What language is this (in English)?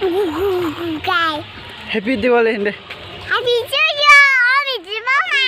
Kok Borok